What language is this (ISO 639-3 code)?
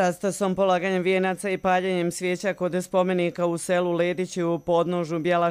hrv